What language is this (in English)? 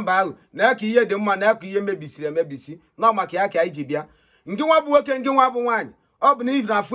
Igbo